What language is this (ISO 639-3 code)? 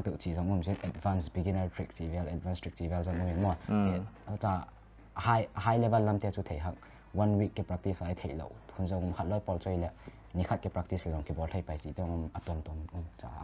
pck